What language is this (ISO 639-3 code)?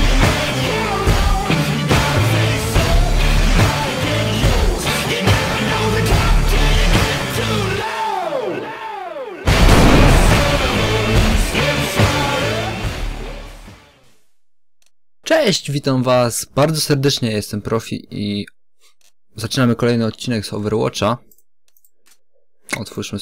pol